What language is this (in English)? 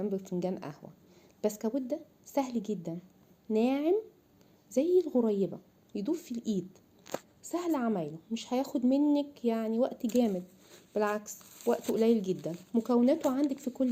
Egyptian Arabic